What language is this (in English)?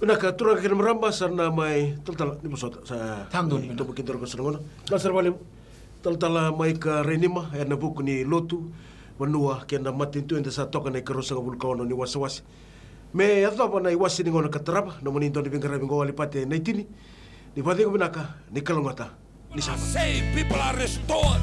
Fijian